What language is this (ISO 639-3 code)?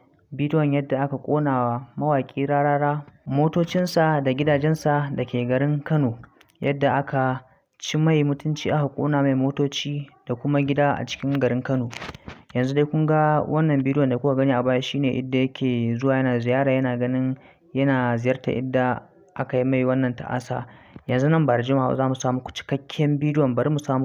hau